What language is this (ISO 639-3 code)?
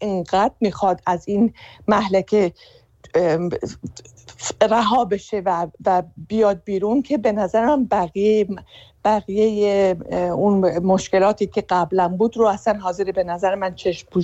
fas